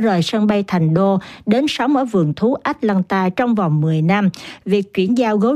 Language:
Vietnamese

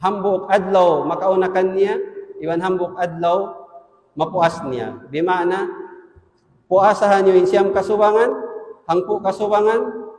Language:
Tausug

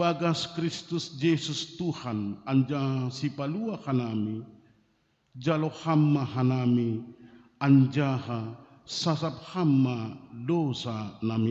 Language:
Batak Simalungun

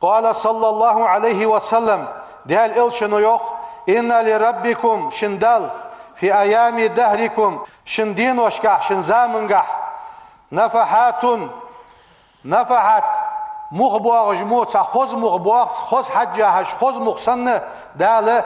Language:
Ingush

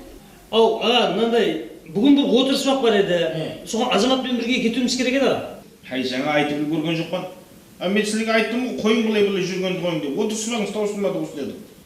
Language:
Kara-Kalpak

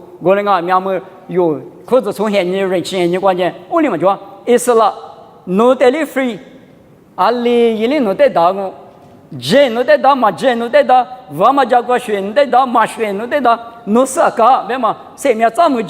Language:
Lisu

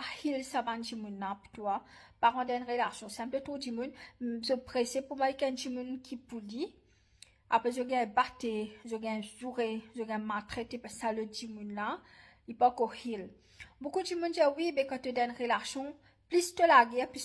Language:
Morisyen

